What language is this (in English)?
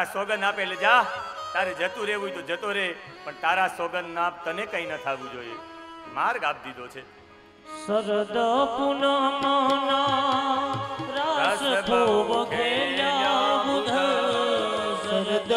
Gujarati